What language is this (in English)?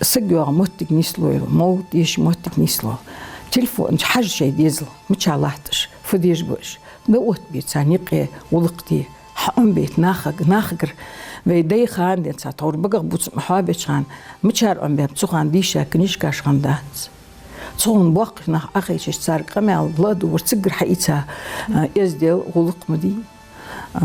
Ingush